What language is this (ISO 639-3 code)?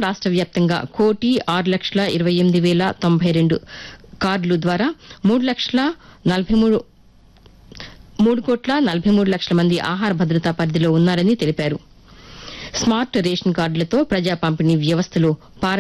tel